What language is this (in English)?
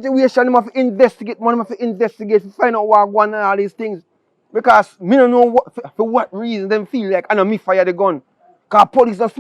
Jamaican Creole English